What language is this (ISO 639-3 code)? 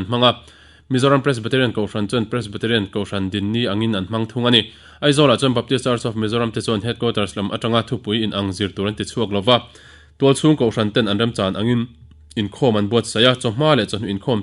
lus